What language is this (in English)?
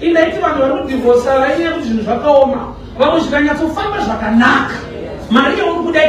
Shona